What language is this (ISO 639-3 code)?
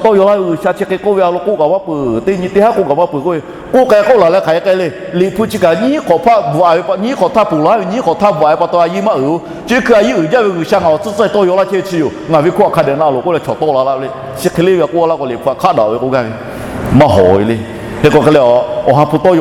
lhu